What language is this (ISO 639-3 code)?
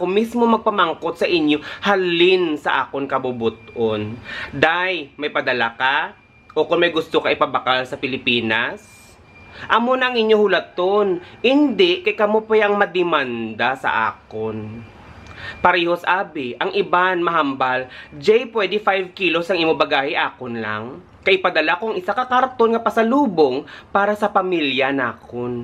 hil